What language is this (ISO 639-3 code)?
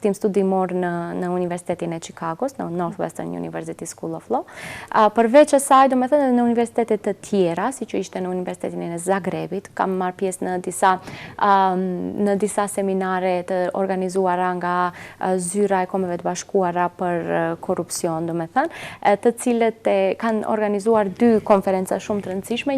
sqi